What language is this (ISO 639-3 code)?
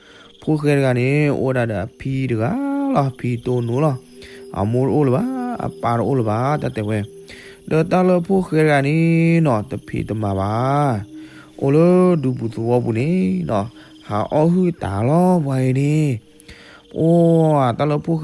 ksw